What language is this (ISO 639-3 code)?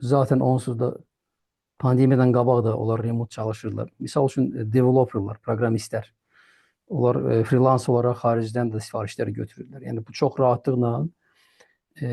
aze